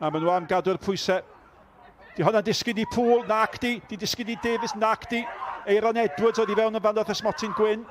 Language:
Welsh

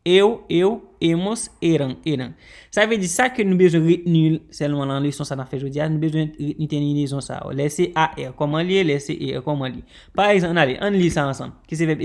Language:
Haitian Creole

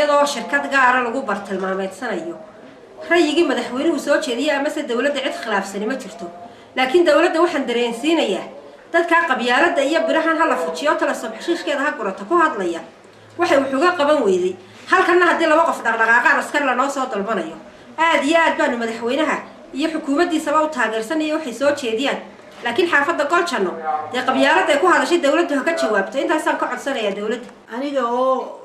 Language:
Somali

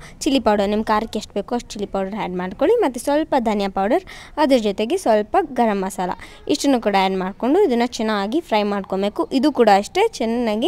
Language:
Kannada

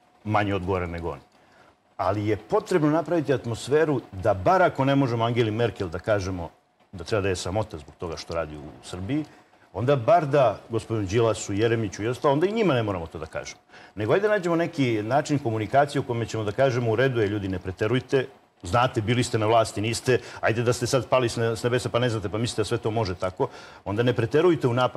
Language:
Serbian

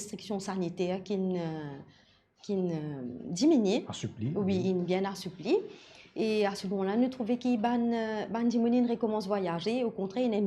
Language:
Morisyen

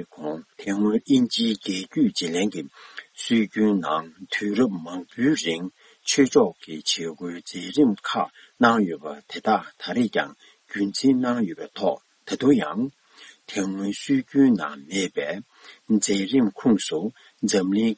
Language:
Tibetan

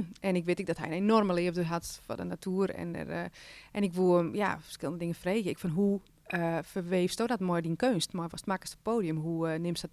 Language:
Western Frisian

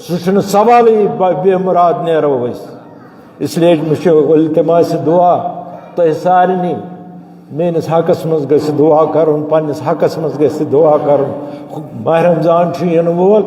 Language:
Kashmiri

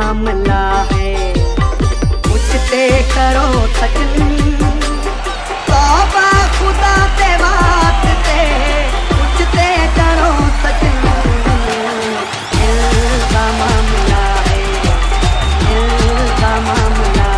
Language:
Punjabi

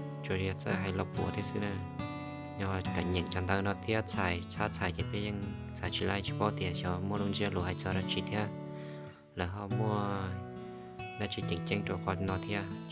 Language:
Hmong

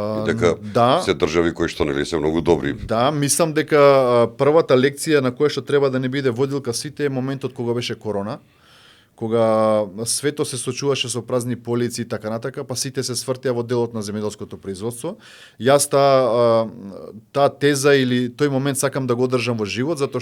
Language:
Macedonian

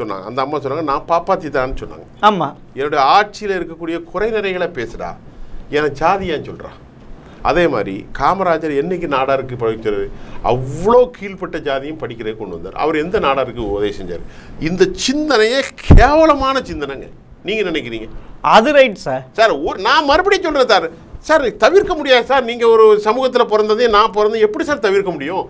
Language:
Tamil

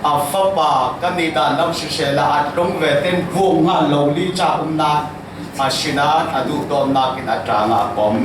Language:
Falam Chin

